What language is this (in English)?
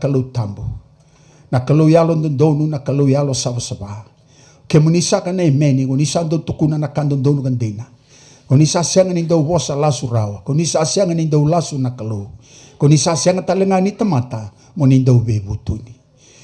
Fijian